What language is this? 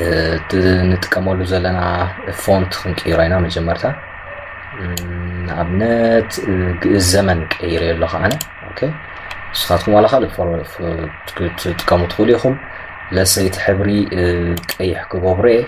Tigrinya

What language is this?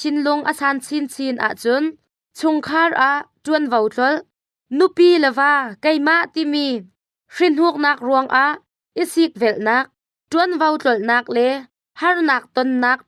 Hakha Chin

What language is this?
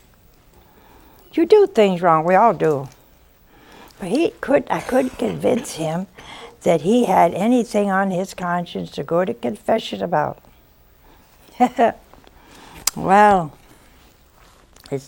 English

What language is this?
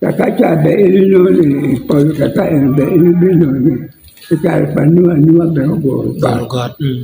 Acoli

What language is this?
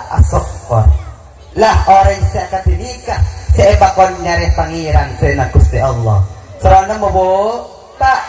Madurese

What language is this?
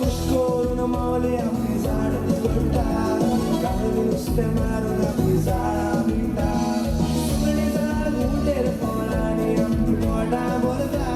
Konkani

